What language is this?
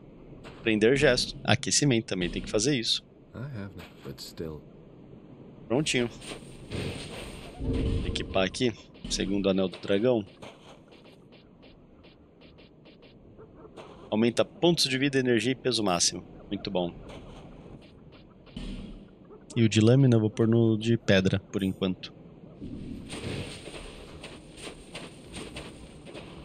Portuguese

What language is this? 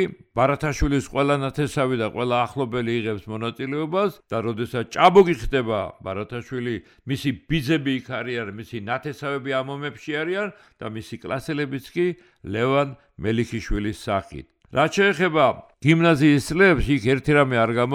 Georgian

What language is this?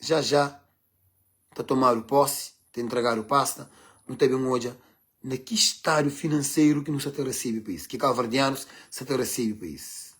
Kabuverdianu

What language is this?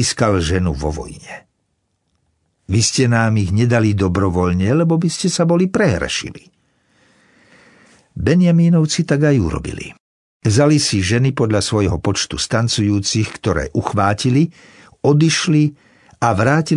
Slovak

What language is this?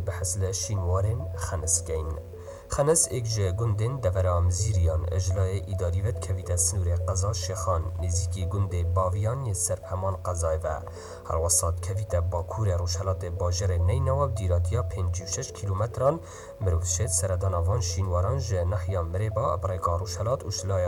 Kurdish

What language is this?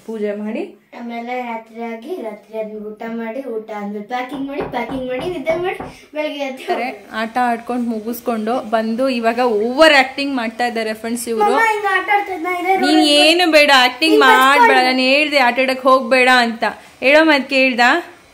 Kannada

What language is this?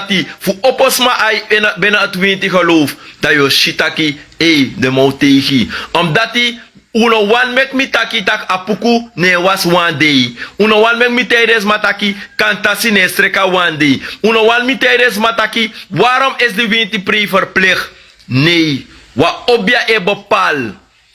Sranan Tongo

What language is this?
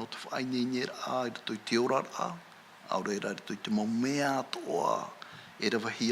Tahitian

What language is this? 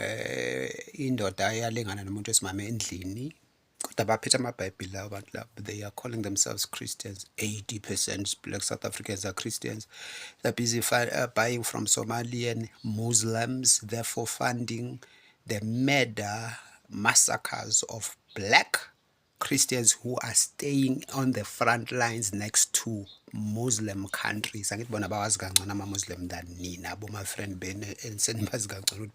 Zulu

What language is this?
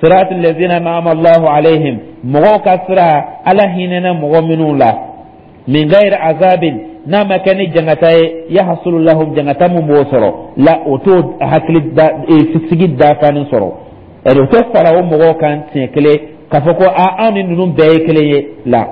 Dyula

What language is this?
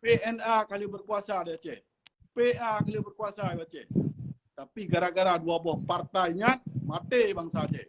Achinese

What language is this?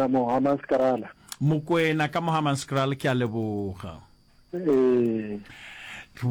Northern Sotho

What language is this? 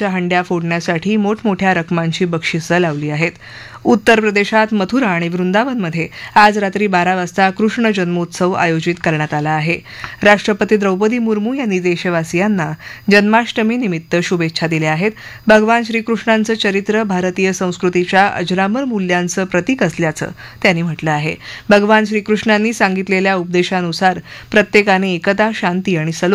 Marathi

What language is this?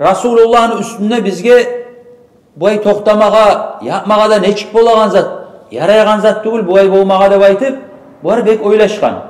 Kumyk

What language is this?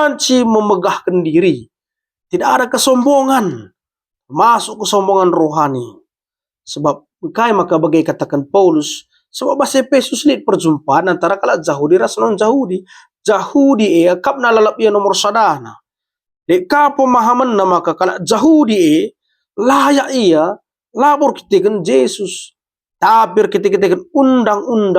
Batak Karo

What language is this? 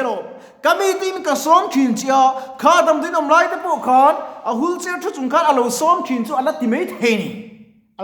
Mizo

